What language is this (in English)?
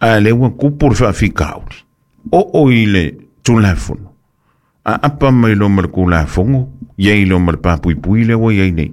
Samoan